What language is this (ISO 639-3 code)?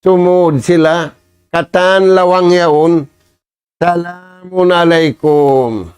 tsg